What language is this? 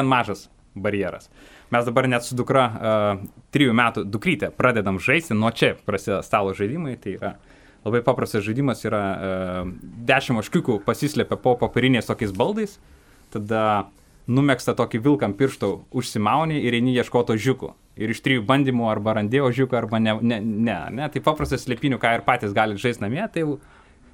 Lithuanian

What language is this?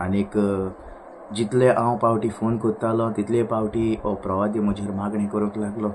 Konkani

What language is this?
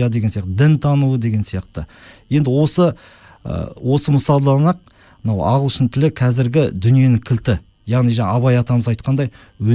Kazakh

